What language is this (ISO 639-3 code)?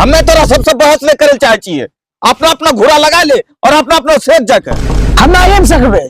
anp